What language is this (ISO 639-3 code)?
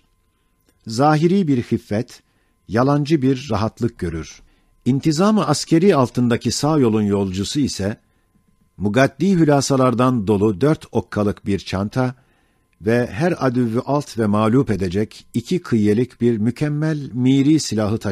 ota